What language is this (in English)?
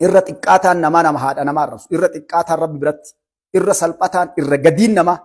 Oromo